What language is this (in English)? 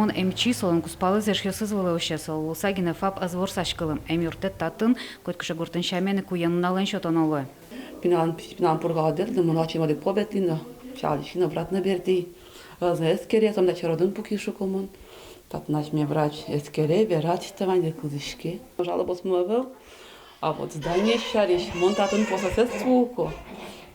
Udmurt